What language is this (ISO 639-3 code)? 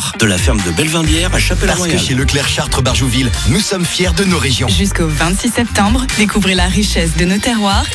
fra